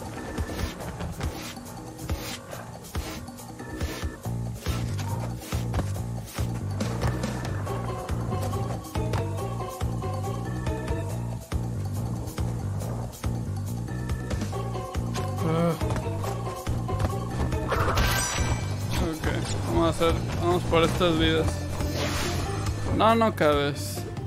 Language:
Spanish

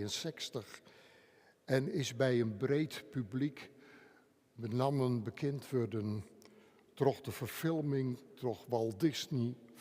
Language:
Western Frisian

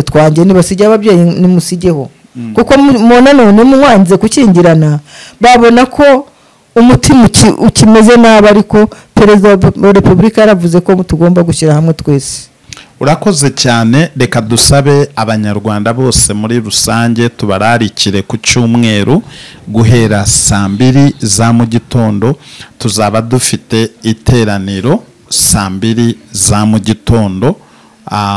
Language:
Kinyarwanda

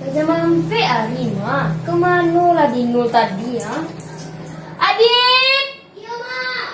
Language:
Minangkabau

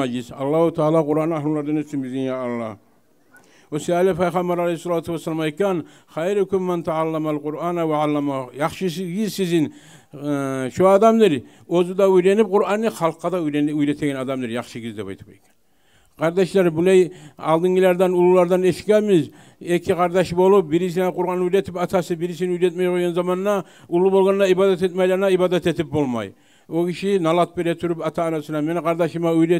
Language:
Kumyk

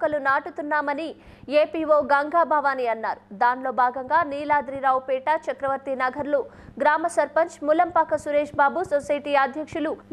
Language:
Telugu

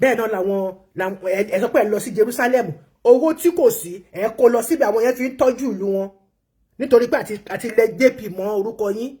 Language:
Yoruba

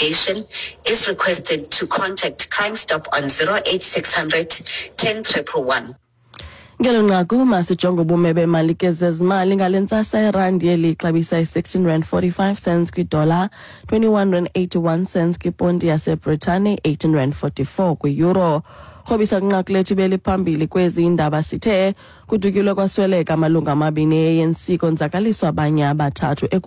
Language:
Xhosa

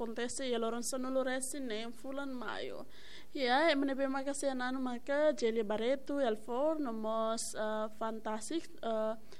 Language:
Tetum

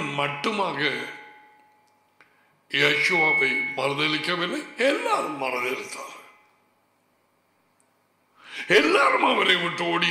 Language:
Tamil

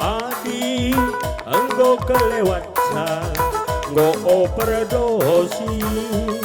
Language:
Batak Karo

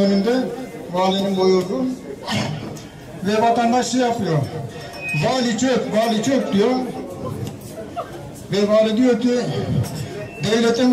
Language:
Turkish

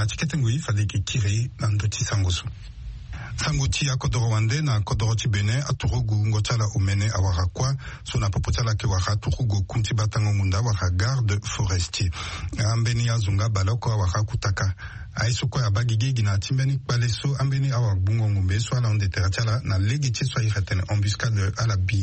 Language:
Sango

